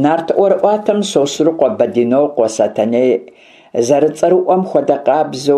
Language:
Kabardian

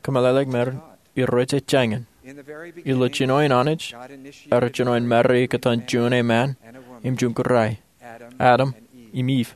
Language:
Marshallese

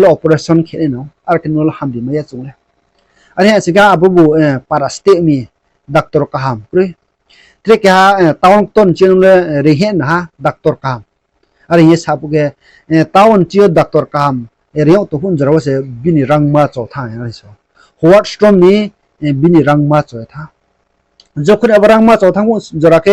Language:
Riang (India)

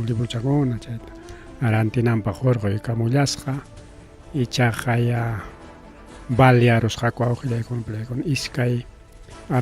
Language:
Ayacucho Quechua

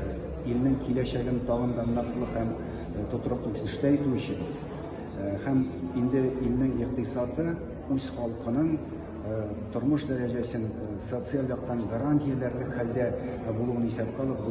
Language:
Tatar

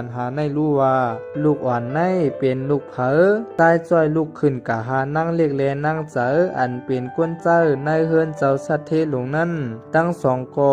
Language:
Shan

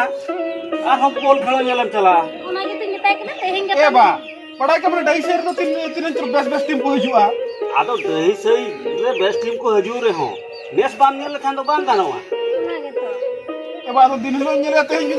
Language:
Santali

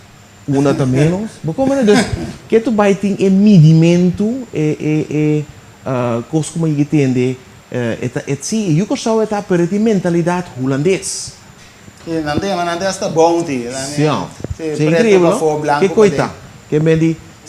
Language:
Papiamento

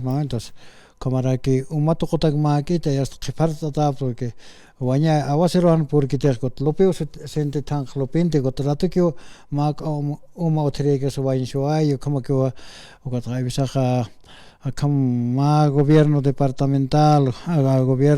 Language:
Aymara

